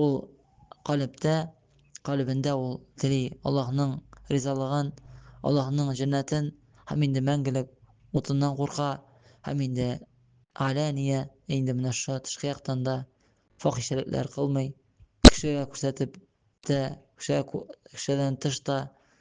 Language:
Tatar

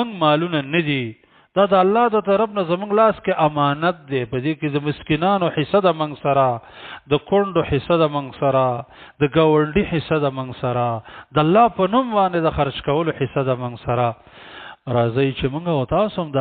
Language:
Pashto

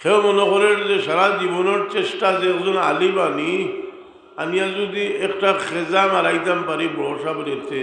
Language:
Sylheti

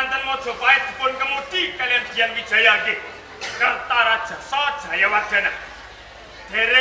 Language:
Javanese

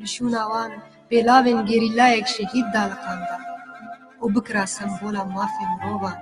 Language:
Kurdish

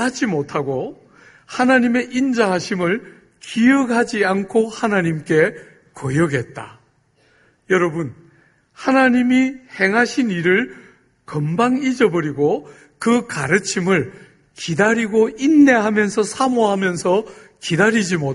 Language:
Korean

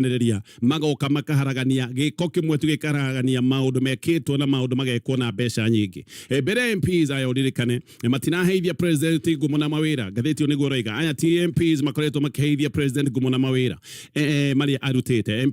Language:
Kikuyu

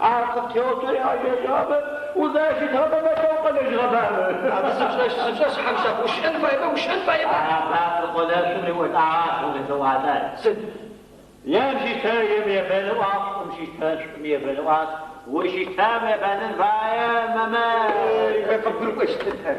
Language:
Adyghe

